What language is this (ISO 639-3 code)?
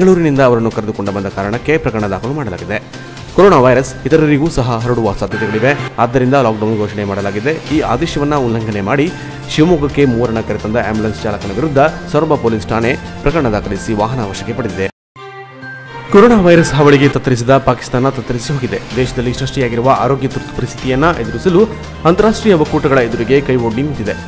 kan